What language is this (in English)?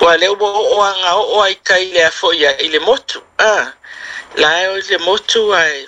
Samoan